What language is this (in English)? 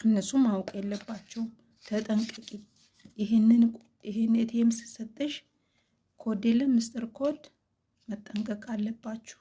Amharic